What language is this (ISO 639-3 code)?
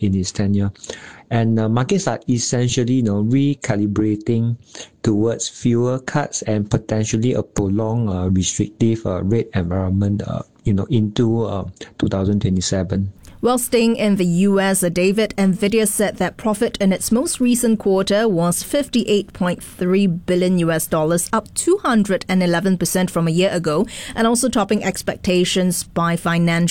eng